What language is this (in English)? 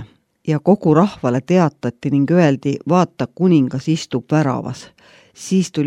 Estonian